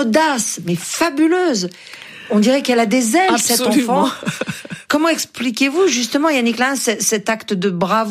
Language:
French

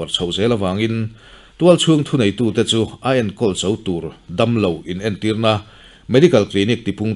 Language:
Mizo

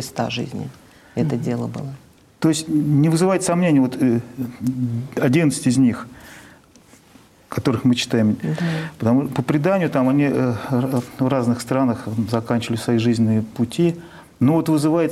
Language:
Russian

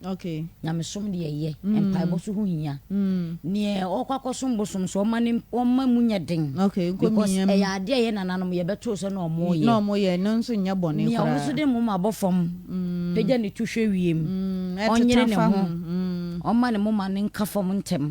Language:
Akan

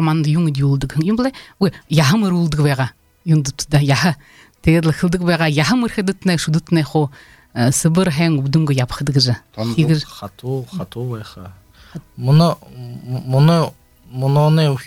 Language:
Belarusian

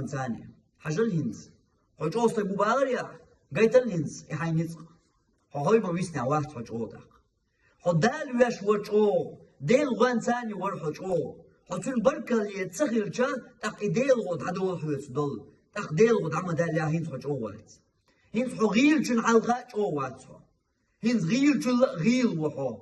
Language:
Chechen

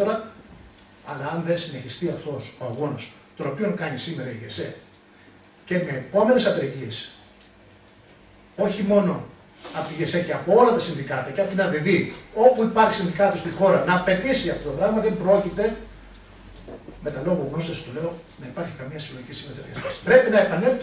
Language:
Greek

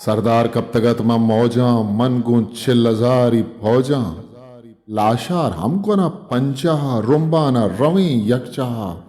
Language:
Eastern Balochi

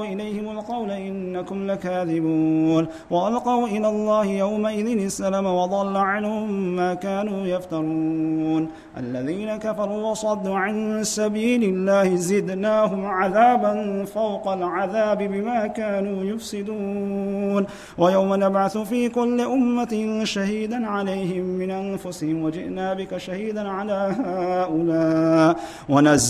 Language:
Arabic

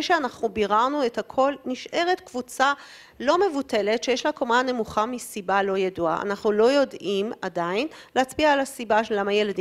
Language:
Hebrew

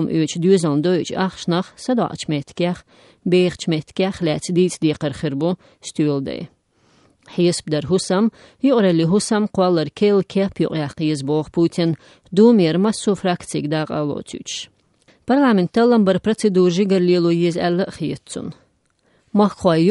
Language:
Chechen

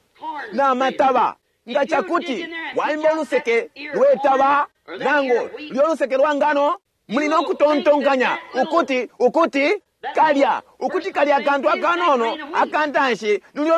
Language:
Bemba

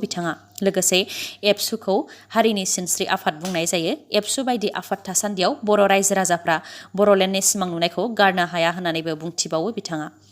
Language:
Bodo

